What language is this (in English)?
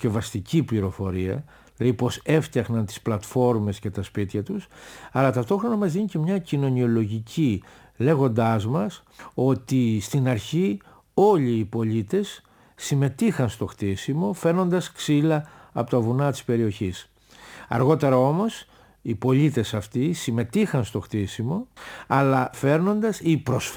Greek